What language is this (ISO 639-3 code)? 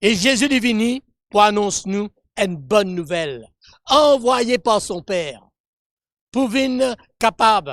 mfe